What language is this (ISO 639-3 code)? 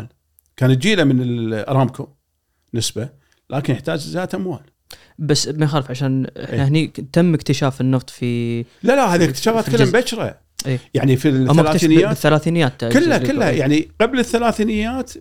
afb